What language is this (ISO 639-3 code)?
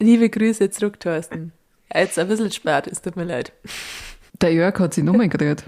bar